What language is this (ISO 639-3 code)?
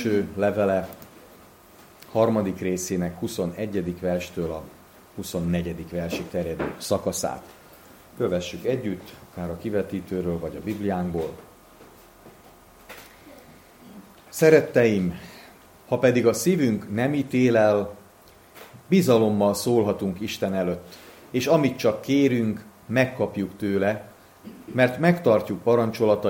hun